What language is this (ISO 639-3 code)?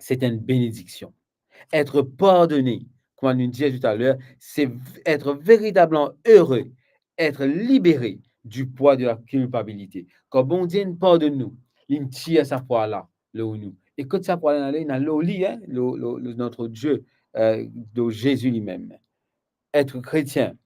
mfe